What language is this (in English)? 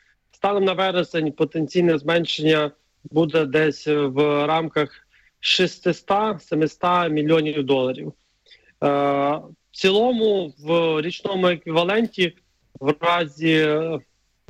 Ukrainian